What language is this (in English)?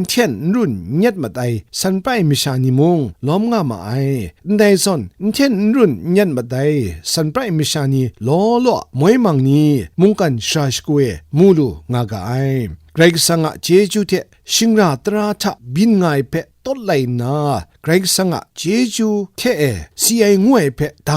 Kachin